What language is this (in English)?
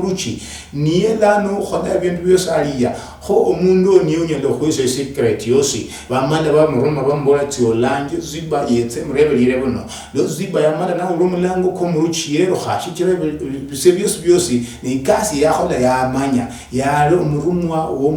Luyia